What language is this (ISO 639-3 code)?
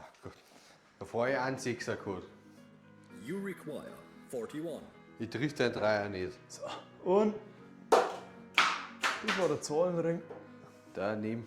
bar